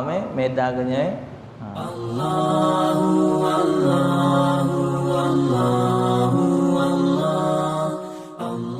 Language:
Musi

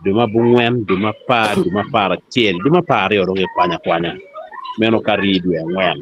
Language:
Acoli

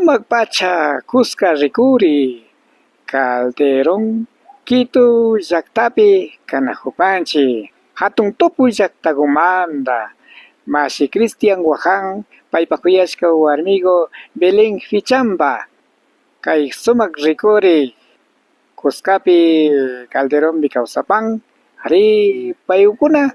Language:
Imbabura Highland Quichua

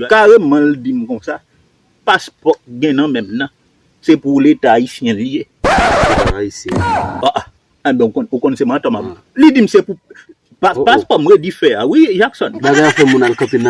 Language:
Haitian Creole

